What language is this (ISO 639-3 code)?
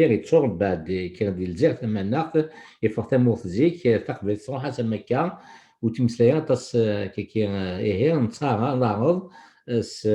kab